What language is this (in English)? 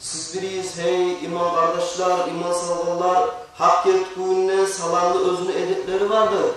Kumyk